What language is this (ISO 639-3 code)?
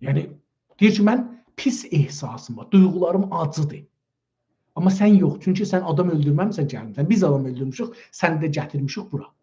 azb